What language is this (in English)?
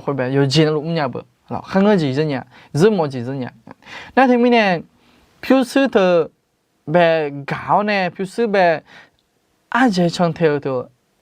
Akha